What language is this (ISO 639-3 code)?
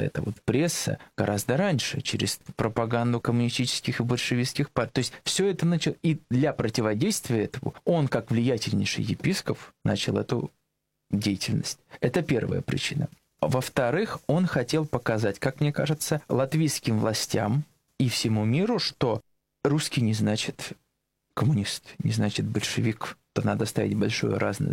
rus